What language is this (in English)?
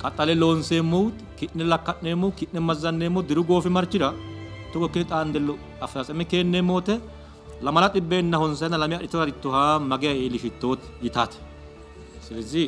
Sidamo